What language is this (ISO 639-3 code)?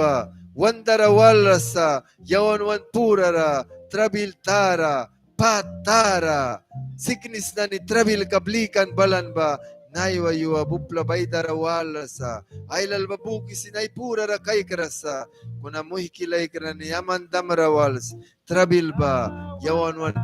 miq